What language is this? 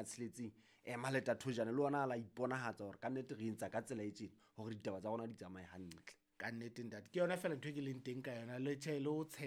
Southern Sotho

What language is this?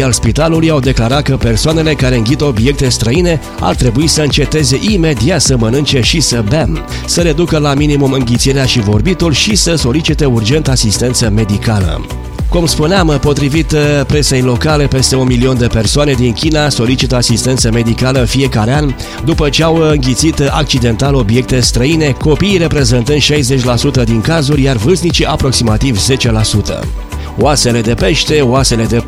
Romanian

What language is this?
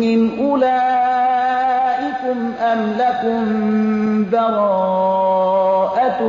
Persian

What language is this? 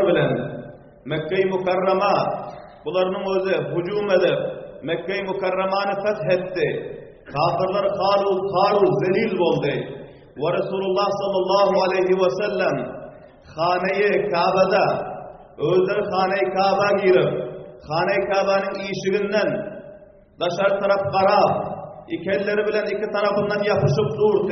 Turkmen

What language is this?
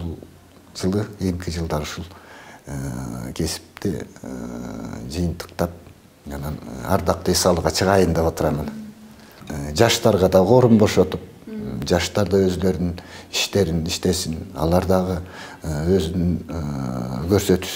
Kyrgyz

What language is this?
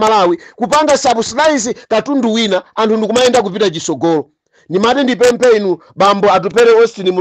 Nyanja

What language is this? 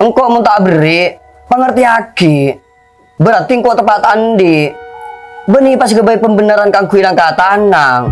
Madurese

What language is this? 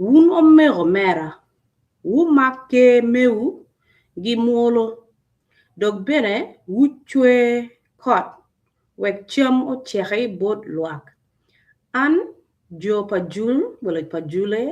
Acoli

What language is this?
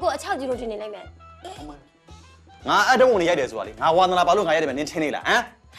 Burmese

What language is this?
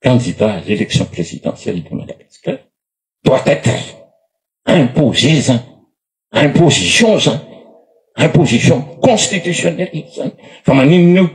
Malagasy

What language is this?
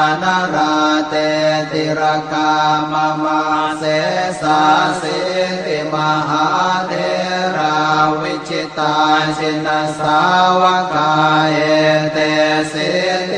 Pali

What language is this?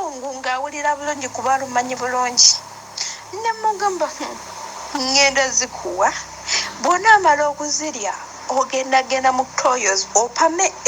Ganda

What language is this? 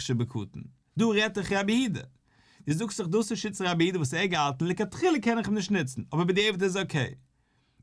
Yiddish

